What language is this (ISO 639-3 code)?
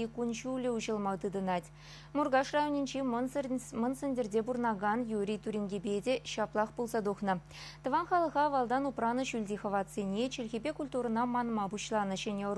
chv